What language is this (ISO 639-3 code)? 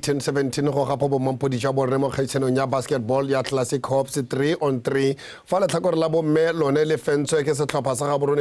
tsn